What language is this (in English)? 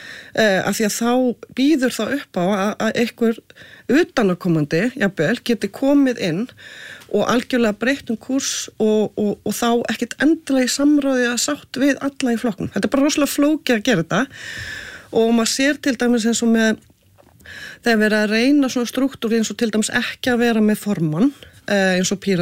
Icelandic